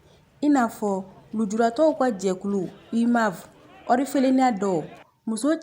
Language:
Bambara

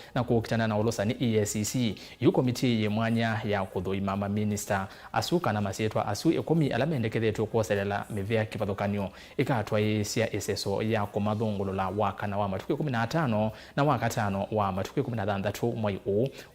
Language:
Kamba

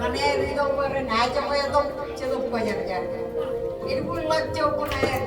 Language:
Marshallese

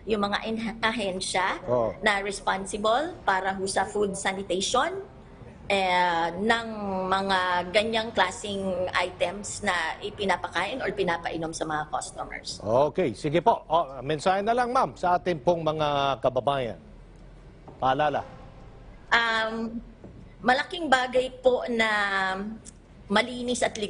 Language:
Filipino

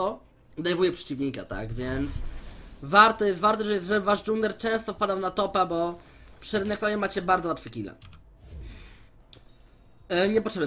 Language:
Polish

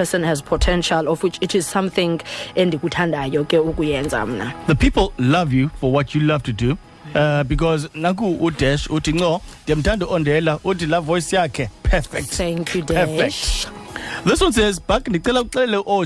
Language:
Xhosa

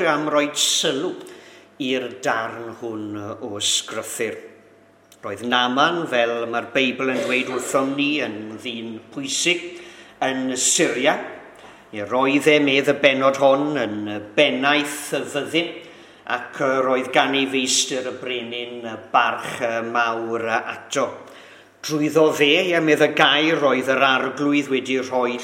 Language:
Welsh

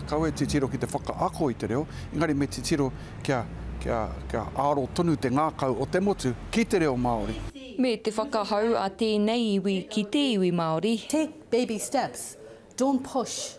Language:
Māori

